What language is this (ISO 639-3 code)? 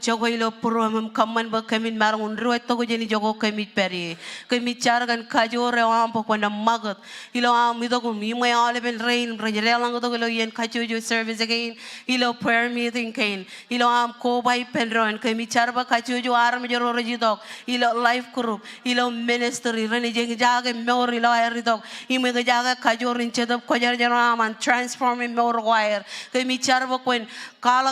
mah